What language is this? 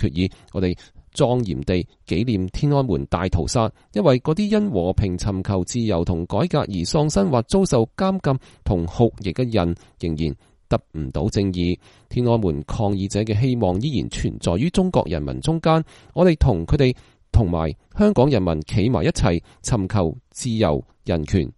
Cantonese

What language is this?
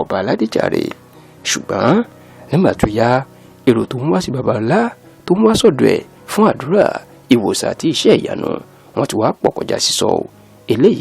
Yoruba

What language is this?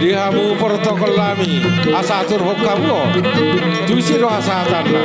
Batak Toba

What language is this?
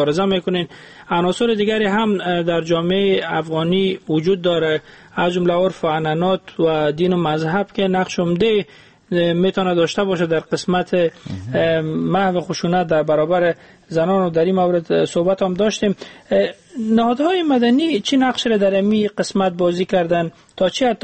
Persian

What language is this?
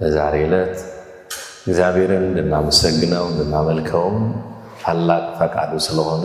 Amharic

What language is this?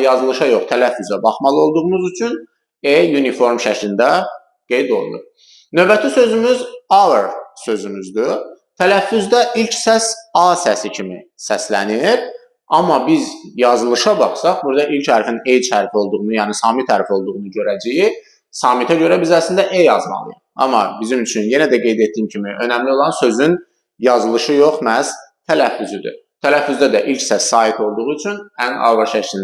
Azerbaijani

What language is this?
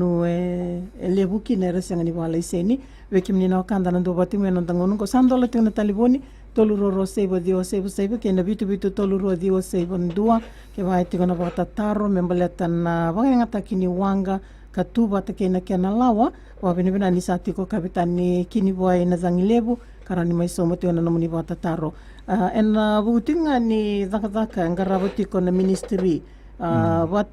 Fijian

